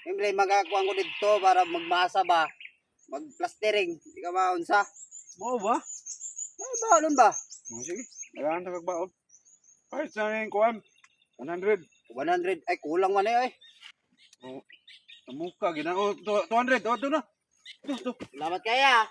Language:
Cebuano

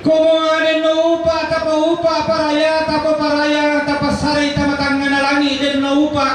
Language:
Toraja-Sa'dan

